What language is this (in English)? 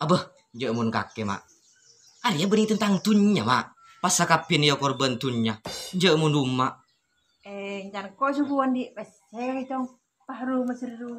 Madurese